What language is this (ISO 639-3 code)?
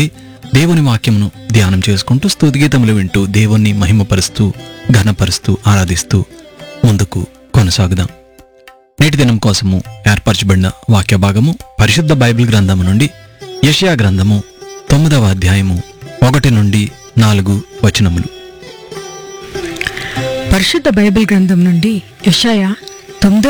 tel